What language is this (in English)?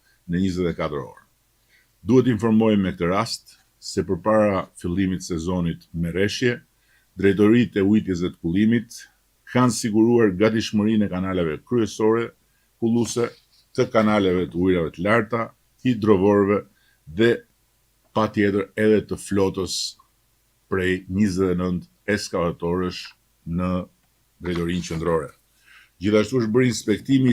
Albanian